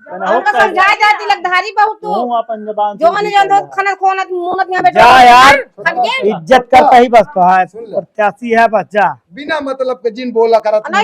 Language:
Awadhi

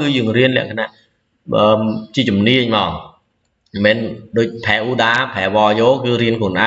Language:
Khmer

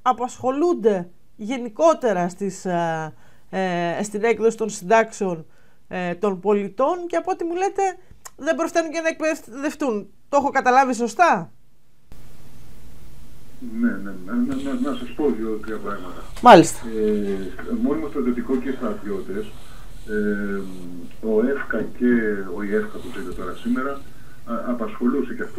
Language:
Greek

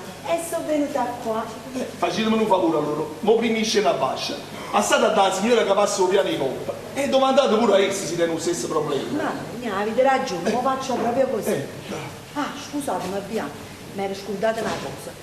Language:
Neapolitan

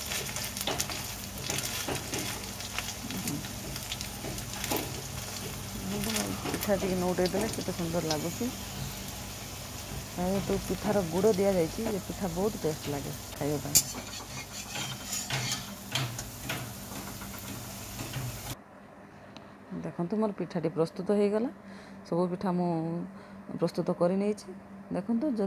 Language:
Odia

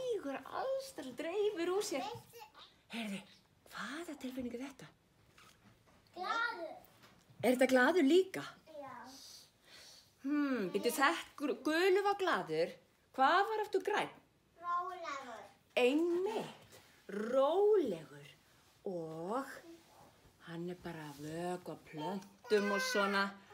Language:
Icelandic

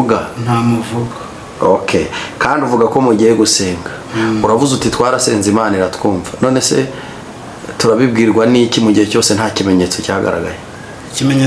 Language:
Kinyarwanda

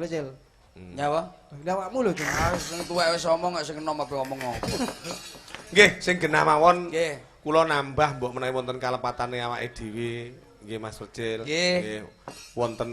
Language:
Javanese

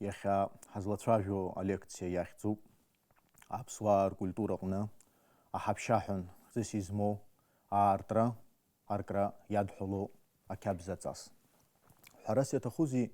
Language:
Abkhazian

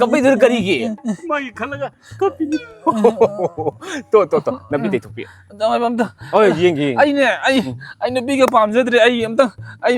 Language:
Manipuri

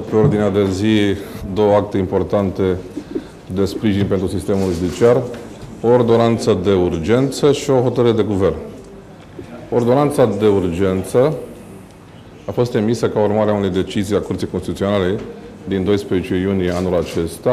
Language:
Romanian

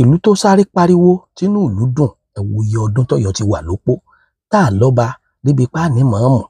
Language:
Yoruba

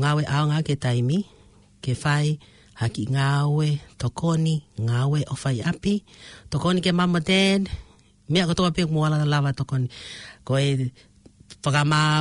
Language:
Tongan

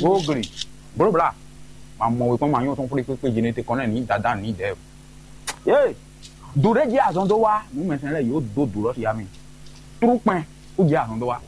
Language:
Fon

